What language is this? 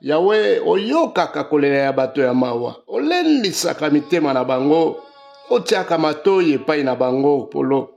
Lingala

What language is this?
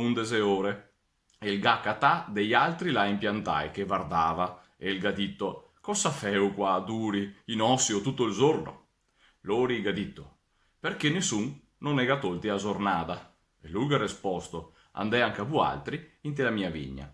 Venetian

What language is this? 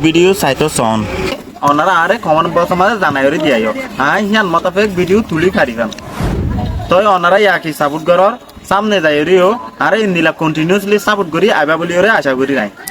Rohingya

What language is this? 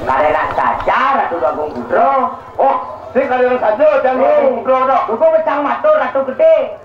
Balinese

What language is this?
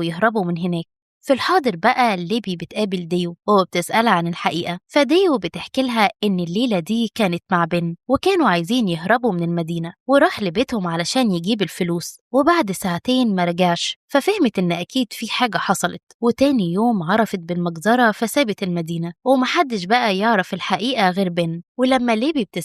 Egyptian Arabic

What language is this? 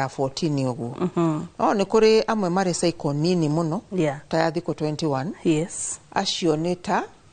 Kikuyu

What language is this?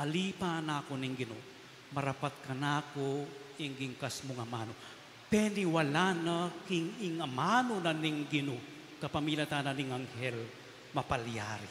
Pampanga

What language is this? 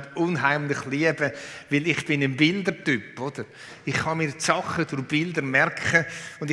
Swiss German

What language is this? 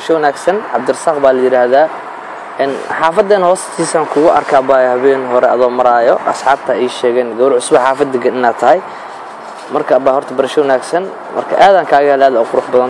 Somali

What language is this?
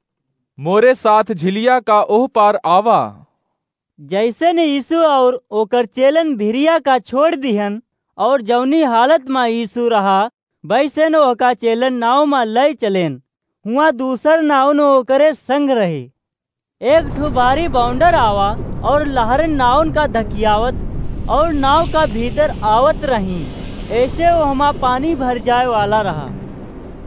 Awadhi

